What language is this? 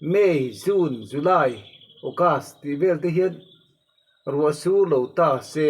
Mizo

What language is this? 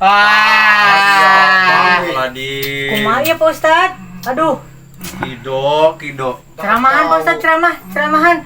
Sundanese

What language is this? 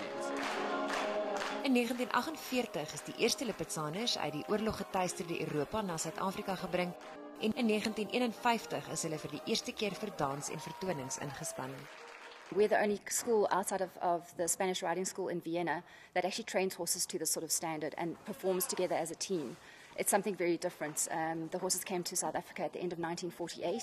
Afrikaans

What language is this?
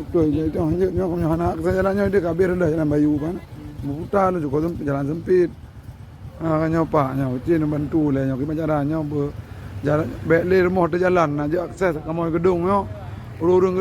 Achinese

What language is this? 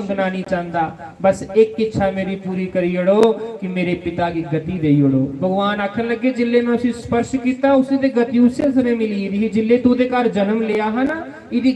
Dogri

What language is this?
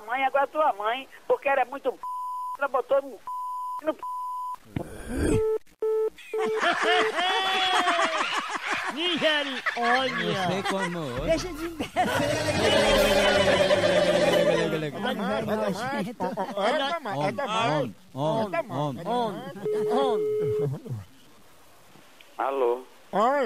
Portuguese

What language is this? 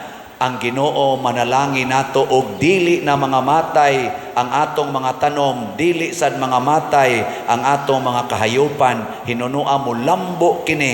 Cebuano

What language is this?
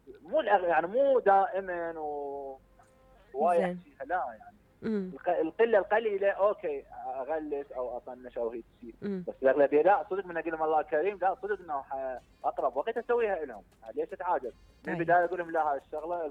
Mesopotamian Arabic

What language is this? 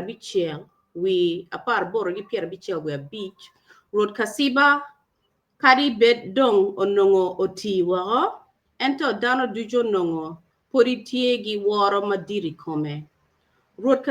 Acoli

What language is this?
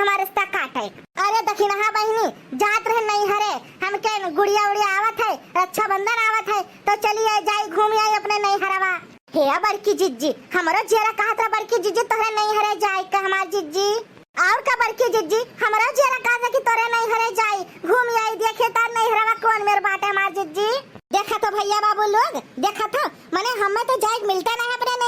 Awadhi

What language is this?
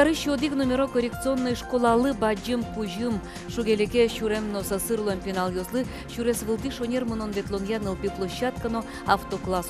Udmurt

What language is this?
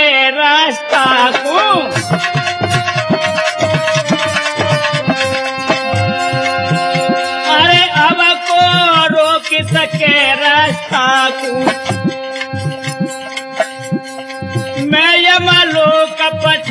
Hindi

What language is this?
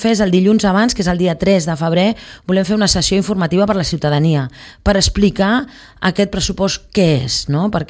Catalan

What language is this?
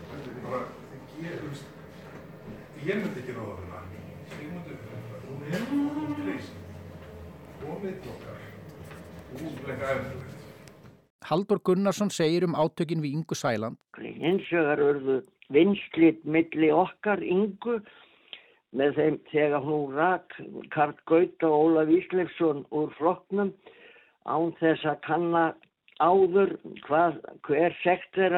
Icelandic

